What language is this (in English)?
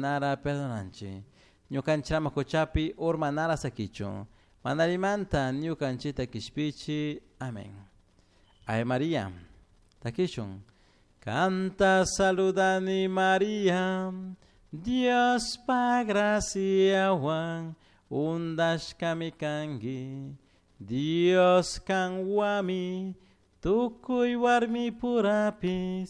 Chimborazo Highland Quichua